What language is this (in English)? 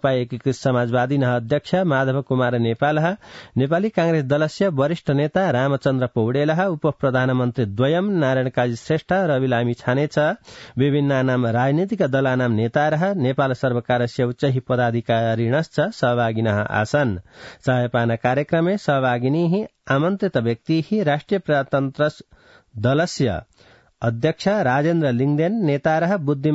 Sanskrit